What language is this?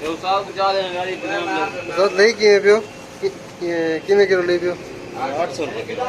Saraiki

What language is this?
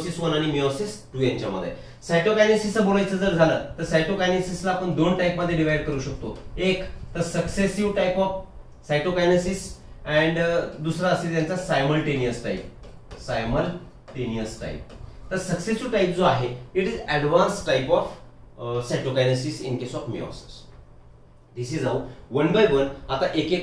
Marathi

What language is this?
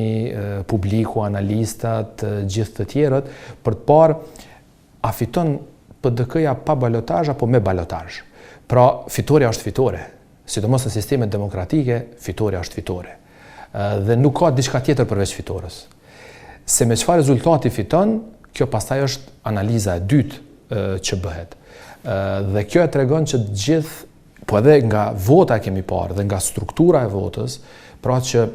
Albanian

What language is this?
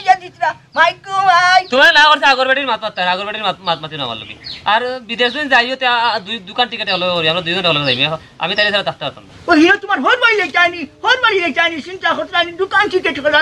Sylheti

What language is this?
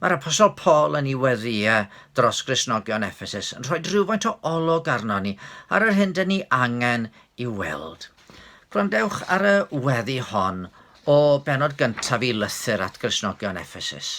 Welsh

